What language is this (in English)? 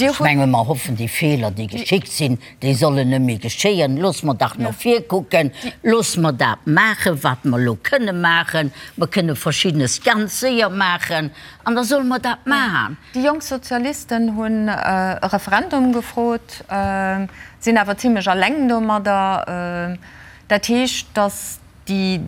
Luxembourgish